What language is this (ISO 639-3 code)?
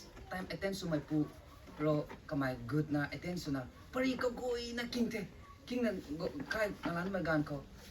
nbu